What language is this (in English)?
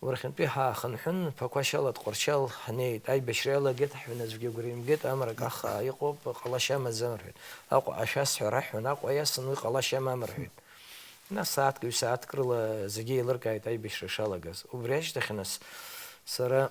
Abkhazian